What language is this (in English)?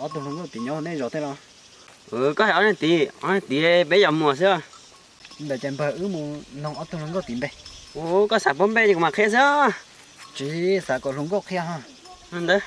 Hmong